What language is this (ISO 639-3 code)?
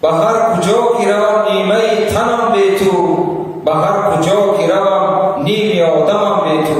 tgk